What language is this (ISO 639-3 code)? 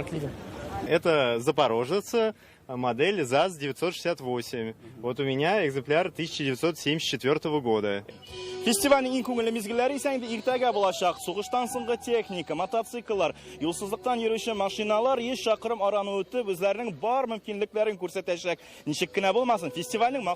tat